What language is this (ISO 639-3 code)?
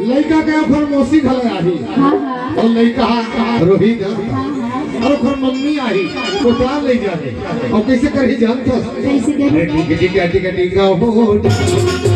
hne